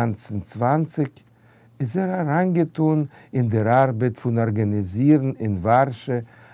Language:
Yiddish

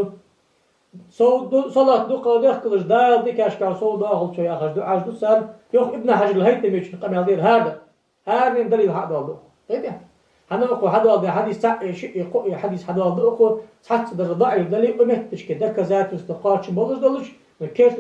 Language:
Ingush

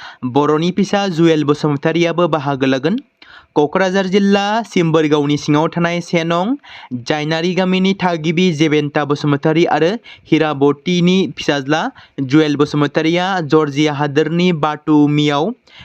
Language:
Bodo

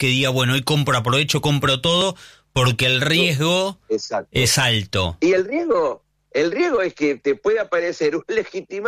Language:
Spanish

